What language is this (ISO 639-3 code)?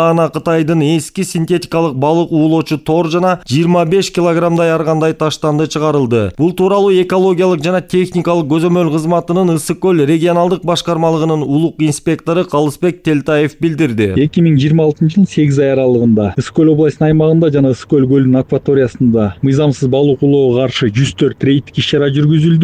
kir